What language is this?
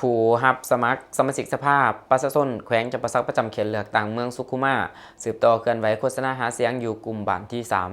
Lao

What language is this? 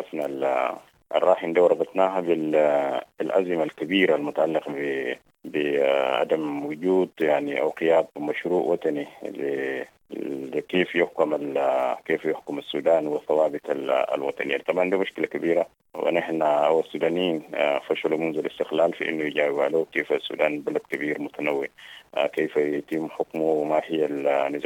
Sudanese Arabic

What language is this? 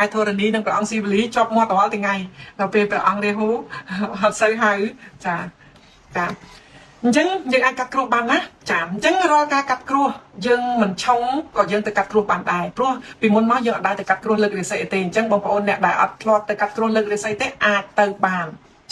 Khmer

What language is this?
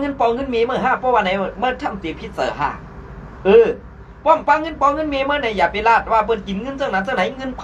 Shan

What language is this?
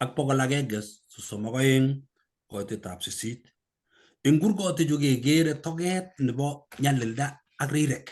Kalenjin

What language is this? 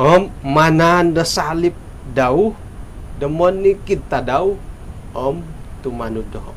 Central Dusun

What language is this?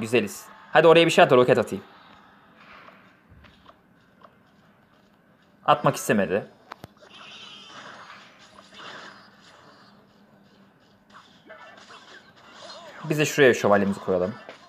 Turkish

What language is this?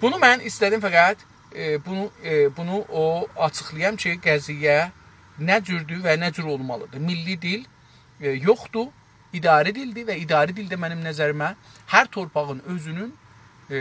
South Azerbaijani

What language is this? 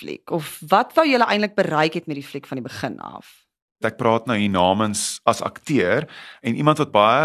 Afrikaans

